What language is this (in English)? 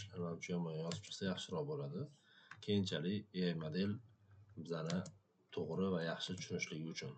Uzbek